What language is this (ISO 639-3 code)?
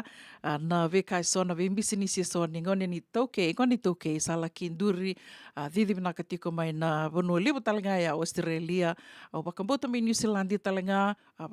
fij